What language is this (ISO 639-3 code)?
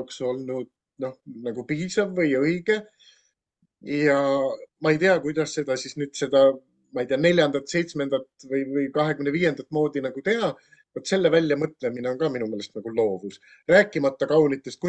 est